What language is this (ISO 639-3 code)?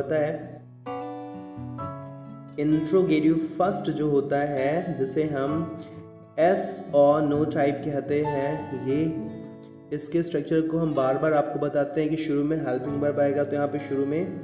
hin